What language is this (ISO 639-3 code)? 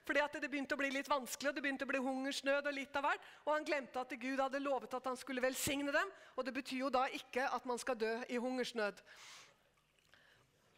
nor